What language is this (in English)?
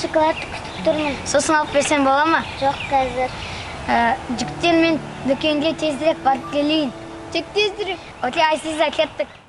Kazakh